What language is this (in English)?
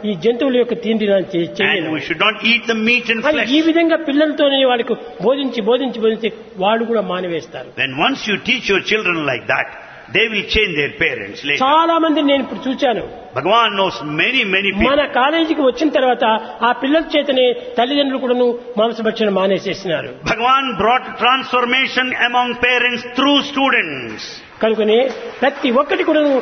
Telugu